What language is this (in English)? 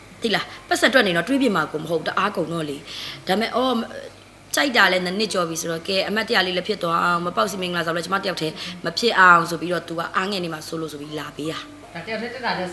Burmese